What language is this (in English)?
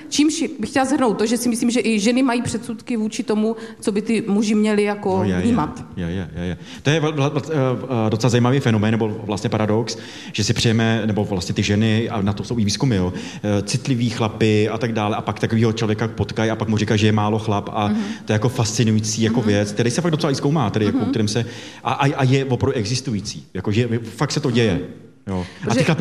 Czech